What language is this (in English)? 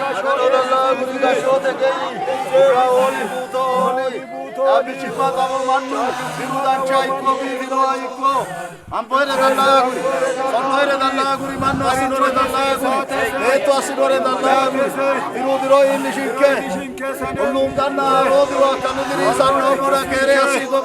Sidamo